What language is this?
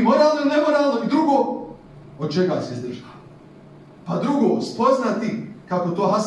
Bosnian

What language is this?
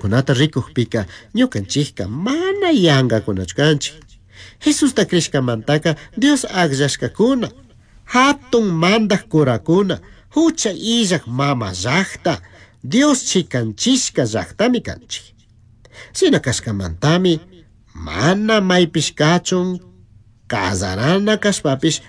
Chimborazo Highland Quichua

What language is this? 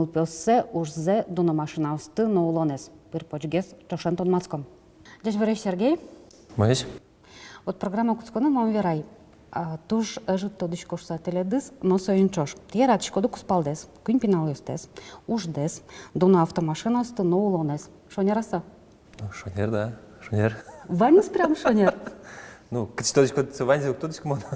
Udmurt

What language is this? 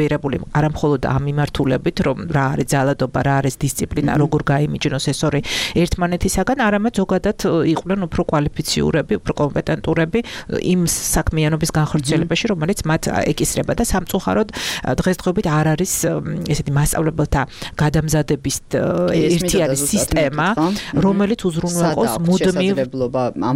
Georgian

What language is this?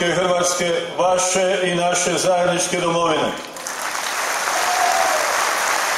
Croatian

